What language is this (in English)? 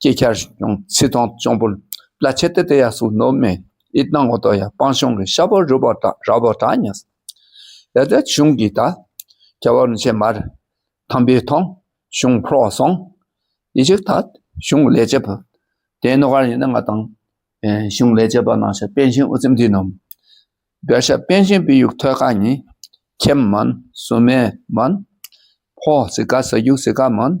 Dakpakha